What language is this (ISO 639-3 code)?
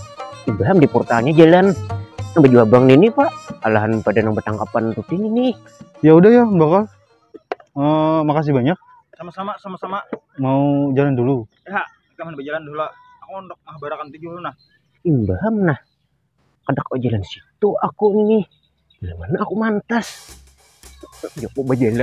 bjn